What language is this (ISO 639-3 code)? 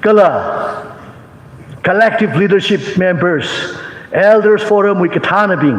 nmf